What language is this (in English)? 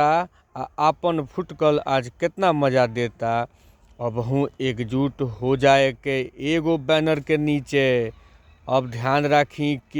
Bhojpuri